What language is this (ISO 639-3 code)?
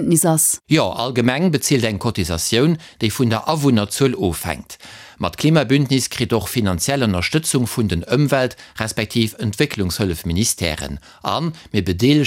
ltz